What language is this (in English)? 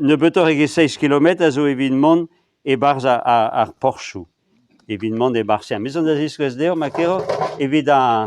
Breton